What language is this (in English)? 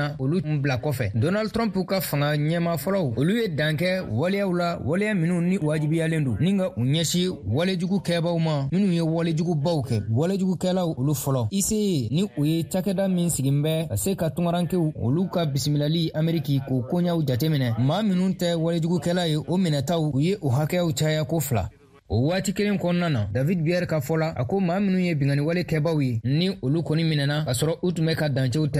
Bambara